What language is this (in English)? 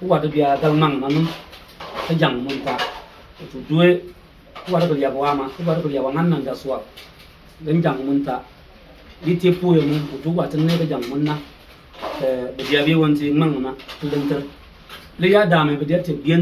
Bimoba